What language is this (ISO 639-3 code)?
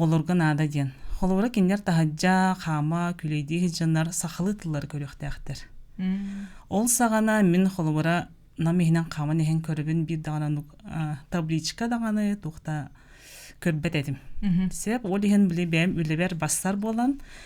sah